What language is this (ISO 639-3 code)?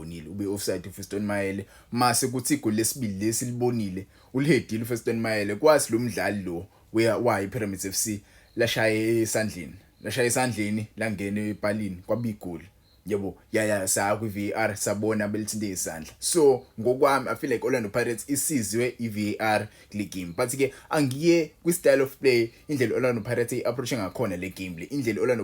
zul